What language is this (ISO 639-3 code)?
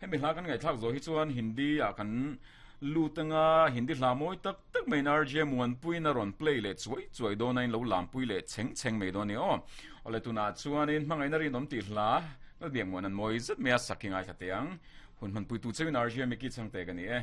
lus